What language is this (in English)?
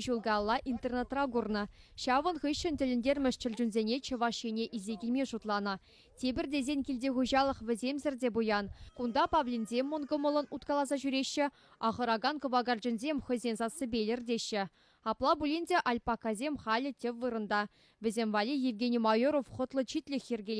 Chuvash